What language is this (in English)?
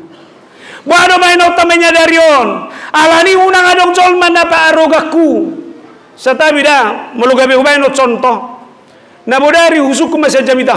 Batak Toba